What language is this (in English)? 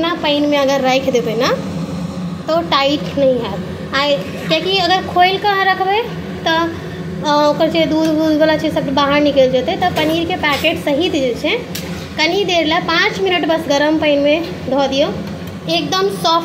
Maithili